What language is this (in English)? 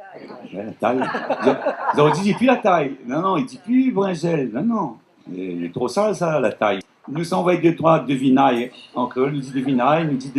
Réunion Creole French